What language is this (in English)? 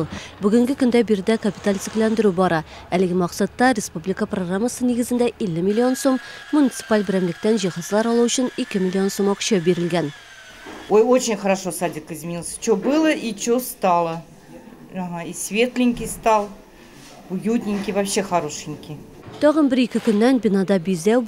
Tatar